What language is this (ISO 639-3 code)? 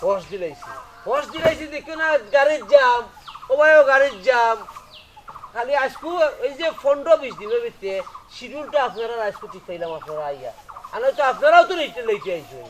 syl